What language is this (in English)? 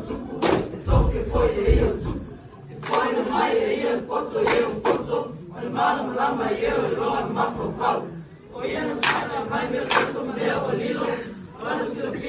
Samoan